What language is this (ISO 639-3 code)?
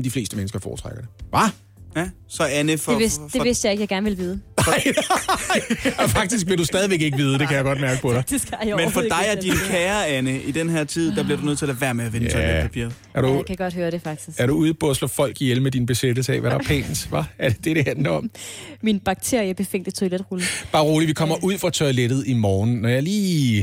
dan